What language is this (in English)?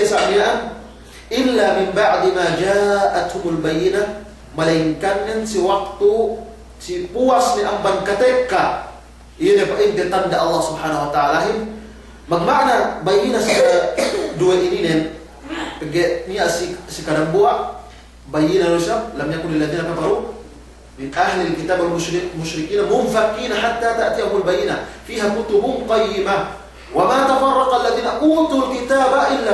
Yakan